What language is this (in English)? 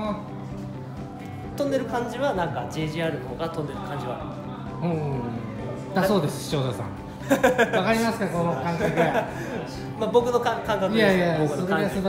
Japanese